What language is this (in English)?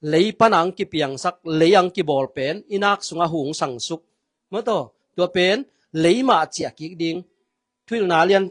Tedim Chin